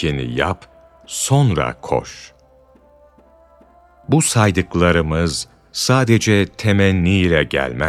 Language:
Turkish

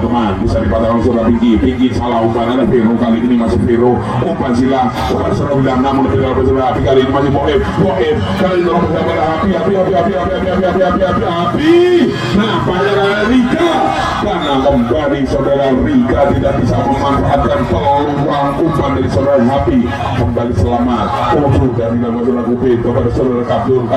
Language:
Indonesian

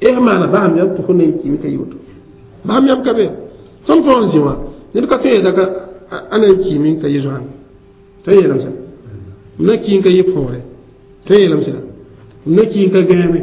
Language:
Mossi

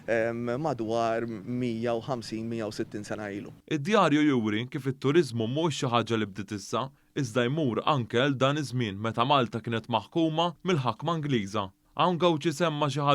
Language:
Maltese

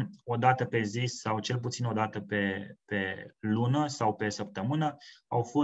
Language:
Romanian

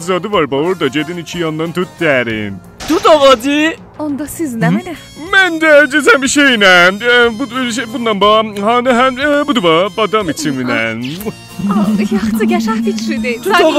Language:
South Azerbaijani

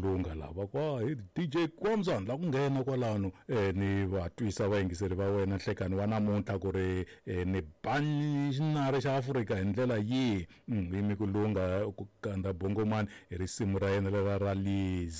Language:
Tsonga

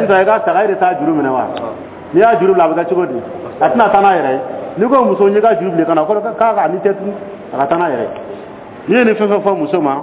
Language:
Dyula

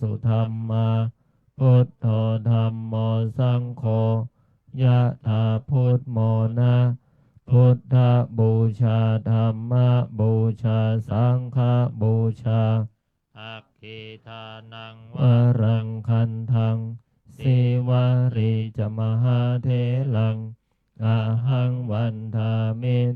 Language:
Pali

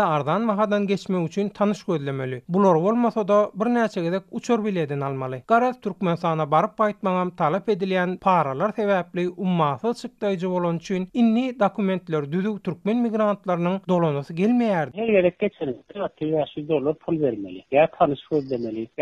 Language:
Turkmen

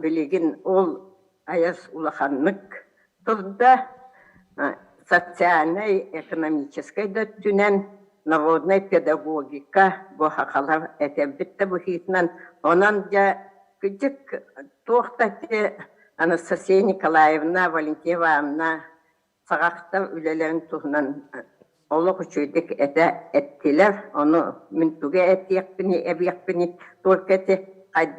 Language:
Yakut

